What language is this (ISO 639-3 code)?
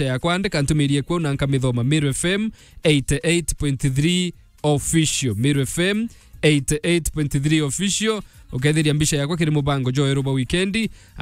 mer